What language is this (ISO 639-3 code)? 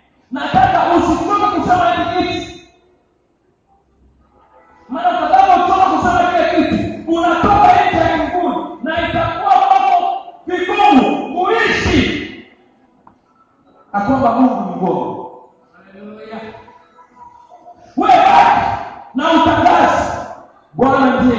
swa